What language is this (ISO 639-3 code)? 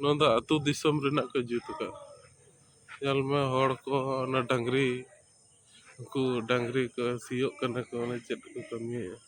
sat